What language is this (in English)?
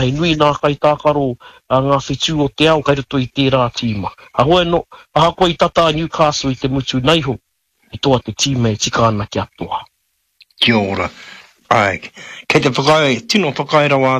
Māori